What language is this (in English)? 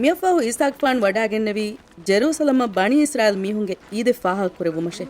Divehi